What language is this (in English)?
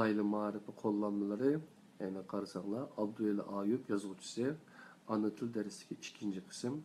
Uyghur